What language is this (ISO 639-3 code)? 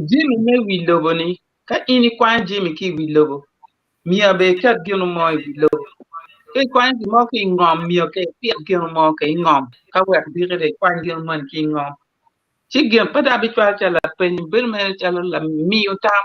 ach